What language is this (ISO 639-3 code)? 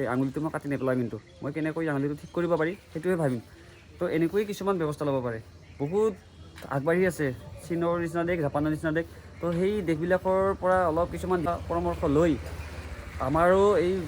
asm